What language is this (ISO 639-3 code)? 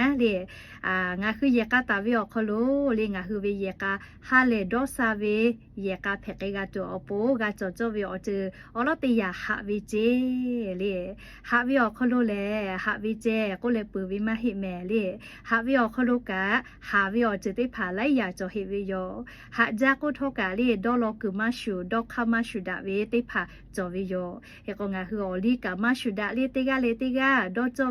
lhu